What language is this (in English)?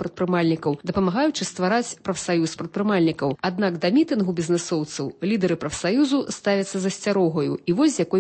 Belarusian